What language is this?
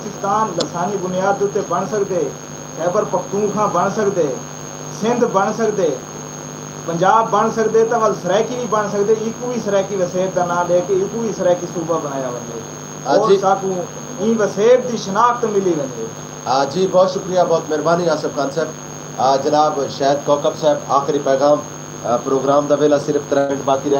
Saraiki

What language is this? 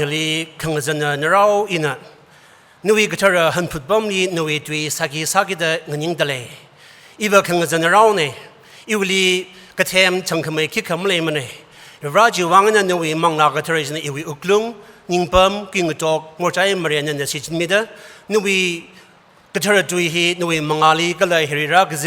Tangkhul Naga (India)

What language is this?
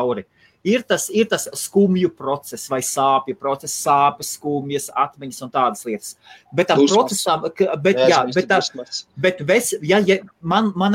Latvian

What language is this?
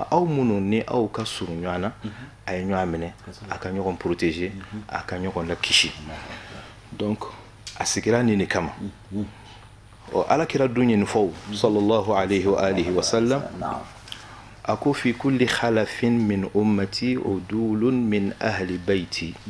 Bambara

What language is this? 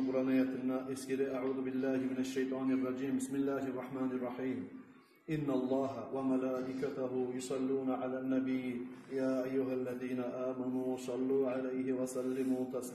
Kumyk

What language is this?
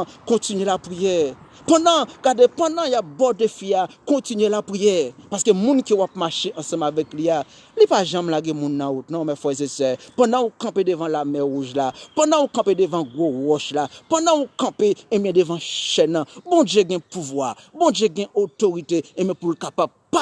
Haitian Creole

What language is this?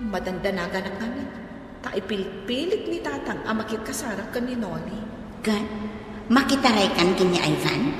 Iloko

